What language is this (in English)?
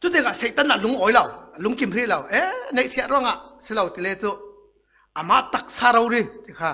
Falam Chin